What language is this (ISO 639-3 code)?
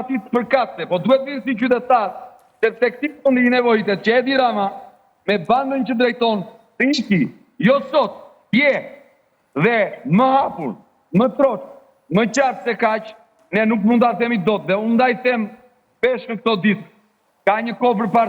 sqi